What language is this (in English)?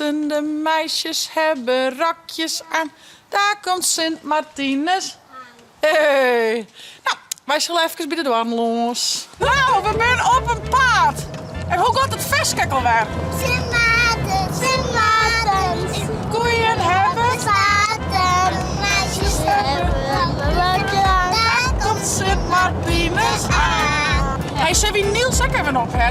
Western Frisian